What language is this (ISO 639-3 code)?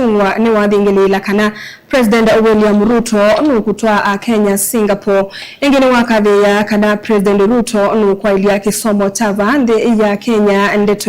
kam